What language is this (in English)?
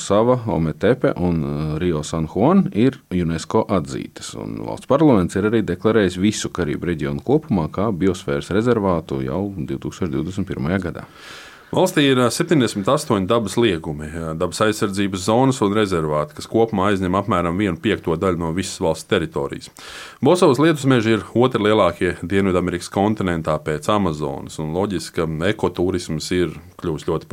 Latvian